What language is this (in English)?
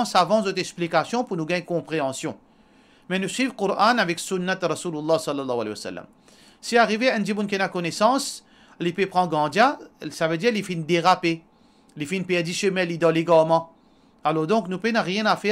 Morisyen